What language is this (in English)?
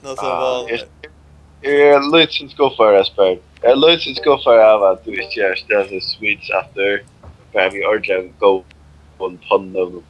Faroese